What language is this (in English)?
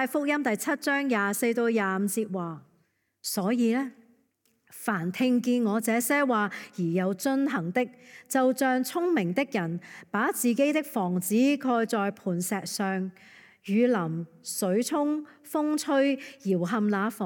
Cantonese